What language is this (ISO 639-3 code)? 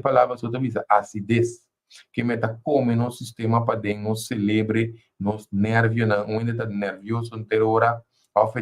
pap